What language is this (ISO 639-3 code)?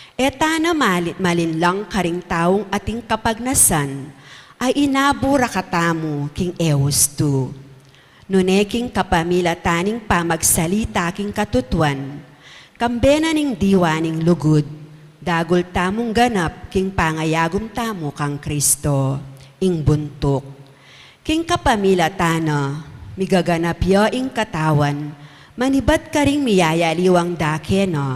pam